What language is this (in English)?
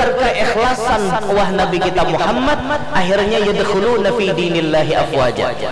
Banjar